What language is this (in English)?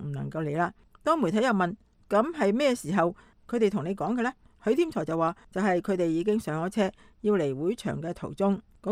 Cantonese